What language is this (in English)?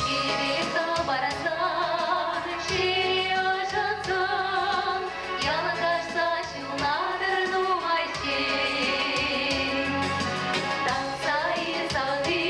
Chuvash